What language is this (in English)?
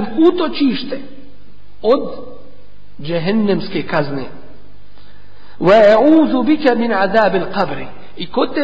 Bosnian